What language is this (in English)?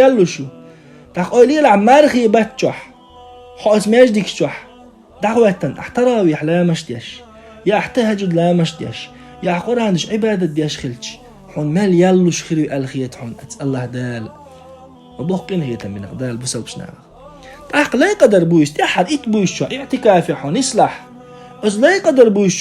Chechen